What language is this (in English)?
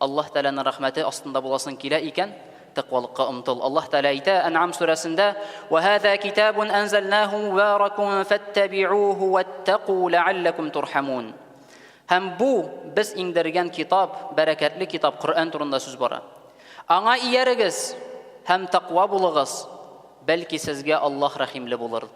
Tatar